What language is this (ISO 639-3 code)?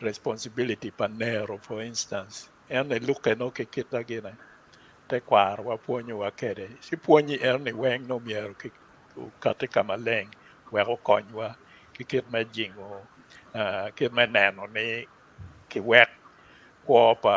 ach